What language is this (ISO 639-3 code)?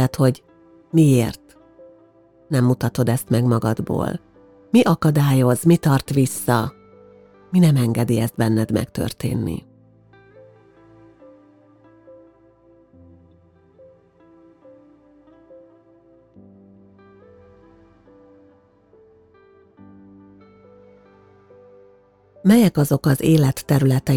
hun